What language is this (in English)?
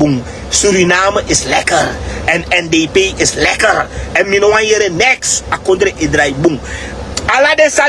Sranan Tongo